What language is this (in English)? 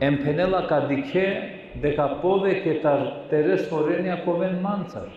Balkan Romani